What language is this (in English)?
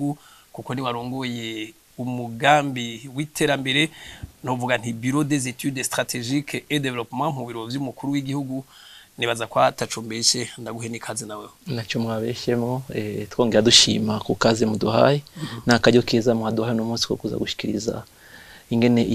Rundi